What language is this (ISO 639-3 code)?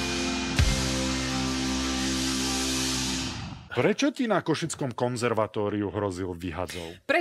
slk